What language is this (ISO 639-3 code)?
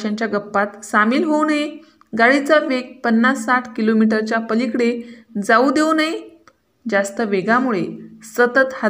mar